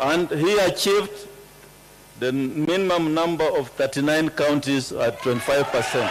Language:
Kamba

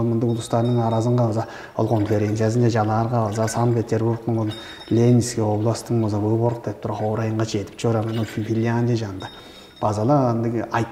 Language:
Tuvinian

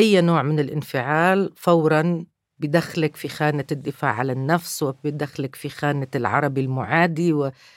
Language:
North Levantine Arabic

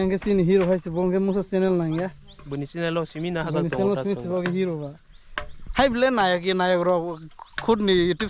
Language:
Kok Borok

